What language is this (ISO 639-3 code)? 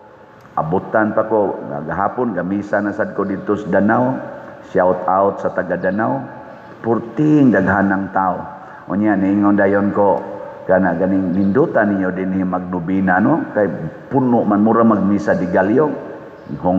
ceb